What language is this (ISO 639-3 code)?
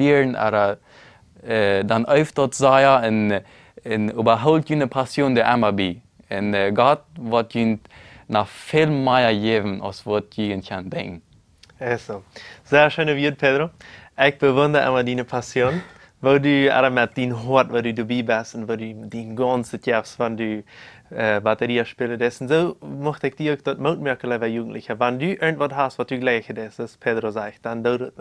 pdt